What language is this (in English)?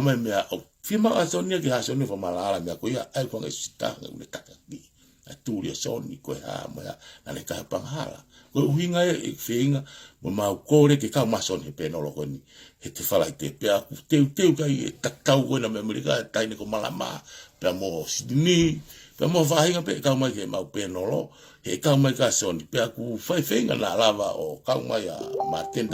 Tongan